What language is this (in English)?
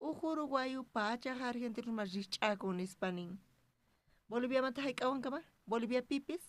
South Bolivian Quechua